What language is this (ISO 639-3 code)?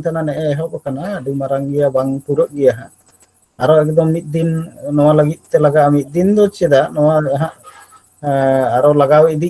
sat